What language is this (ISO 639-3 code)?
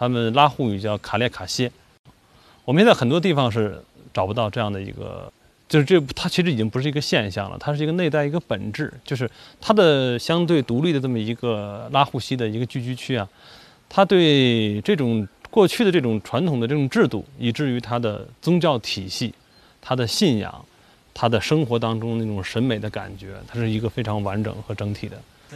zho